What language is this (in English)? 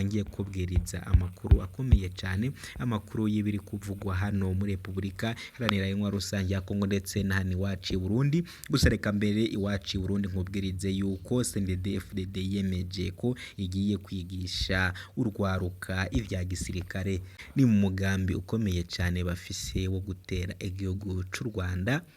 Rundi